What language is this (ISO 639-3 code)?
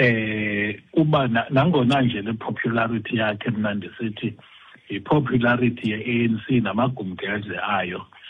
xho